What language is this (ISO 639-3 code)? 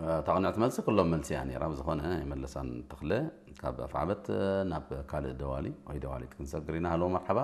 tir